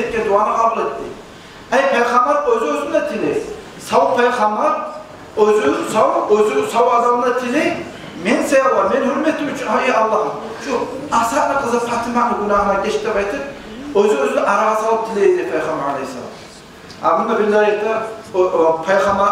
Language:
Kumyk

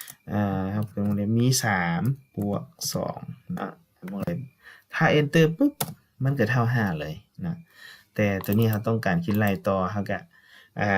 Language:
Lao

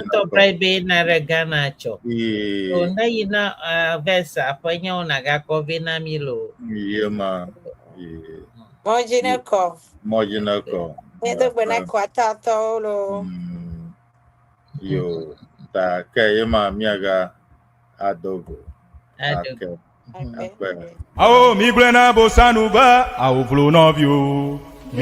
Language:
Ewe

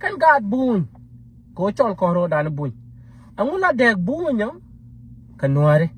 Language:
Nuer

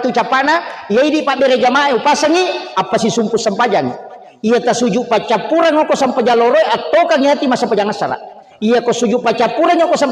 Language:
Buginese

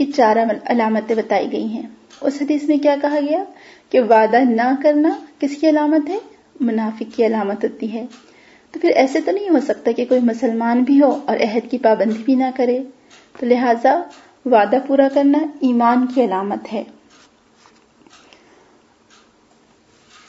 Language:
Urdu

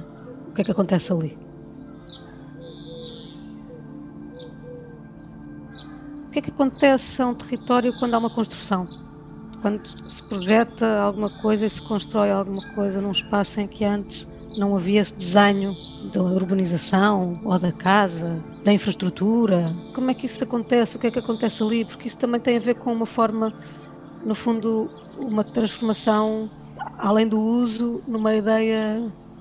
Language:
Portuguese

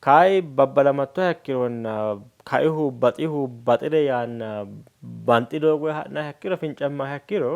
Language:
Sidamo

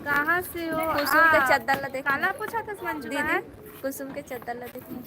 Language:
Chhattisgarhi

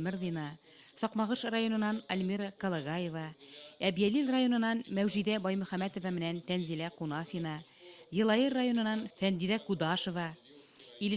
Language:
Bashkir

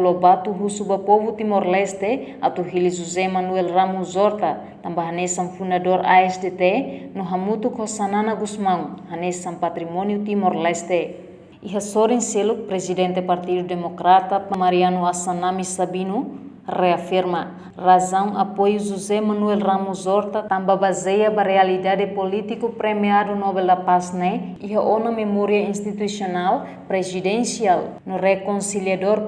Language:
Tetum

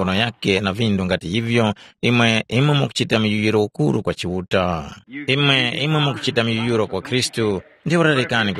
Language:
Tumbuka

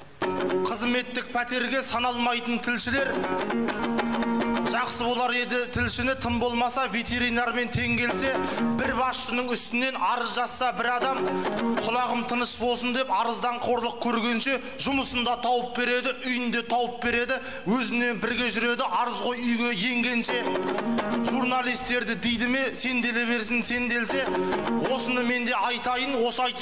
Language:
Kazakh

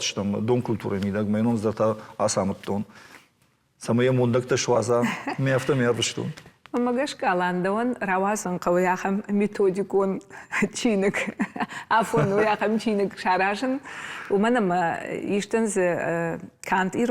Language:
Ossetic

